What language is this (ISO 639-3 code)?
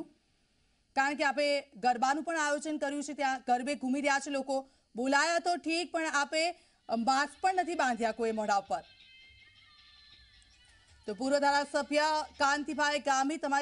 guj